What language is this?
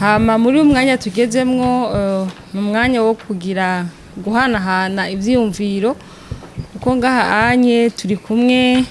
Rundi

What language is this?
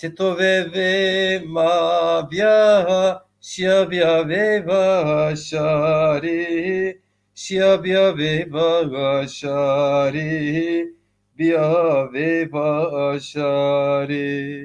Zaza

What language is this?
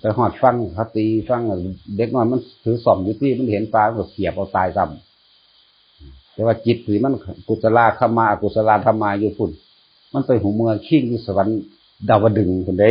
Northeastern Thai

